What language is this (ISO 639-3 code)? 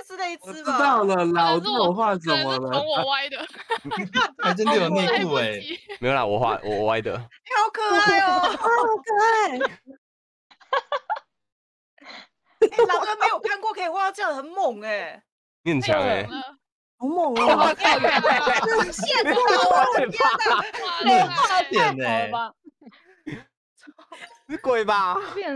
zho